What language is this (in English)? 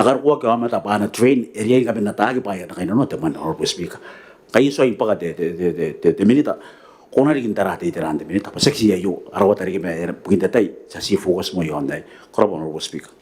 Gilbertese